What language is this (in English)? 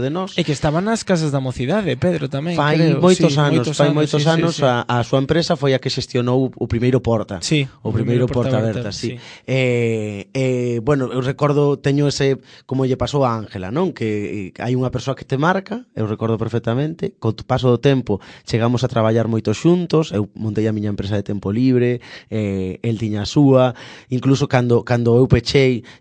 Galician